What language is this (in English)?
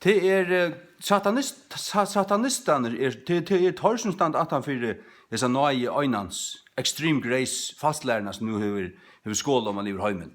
Faroese